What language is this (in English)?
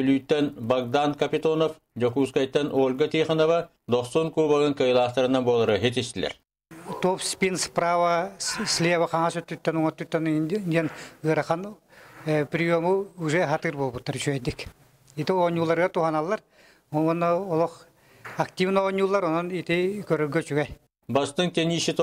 Yakut